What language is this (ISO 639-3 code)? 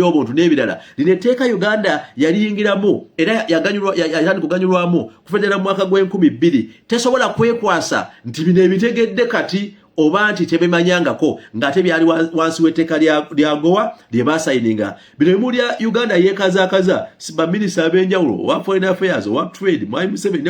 lug